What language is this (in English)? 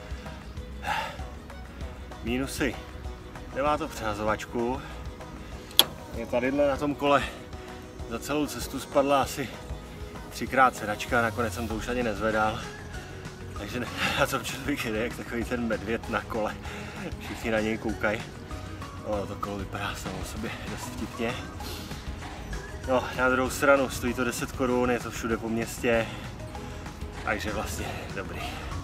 Czech